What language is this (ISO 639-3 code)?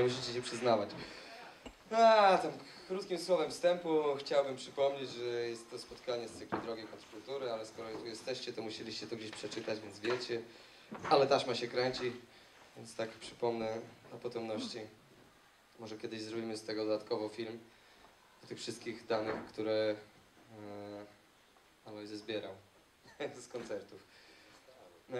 pol